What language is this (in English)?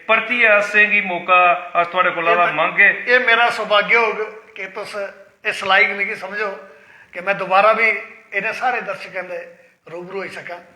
Dogri